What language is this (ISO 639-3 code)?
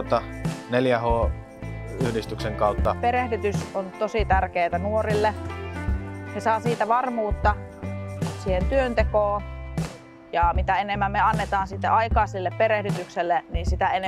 fin